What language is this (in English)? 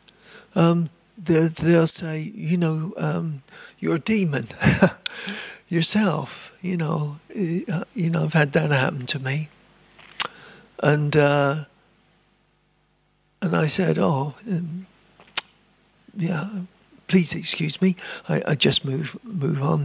English